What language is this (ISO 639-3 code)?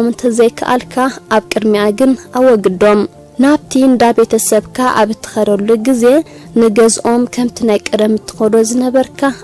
tir